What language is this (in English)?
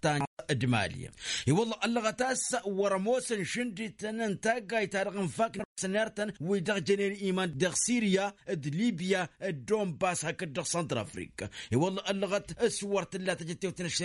Tamasheq